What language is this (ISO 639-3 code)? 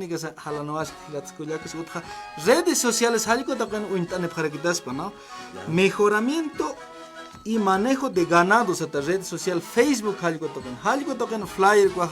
aym